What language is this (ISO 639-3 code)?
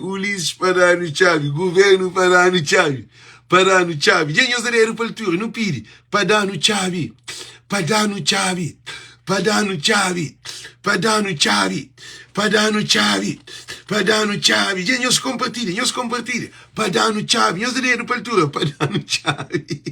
kea